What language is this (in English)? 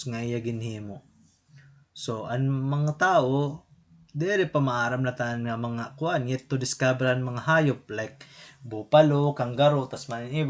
Waray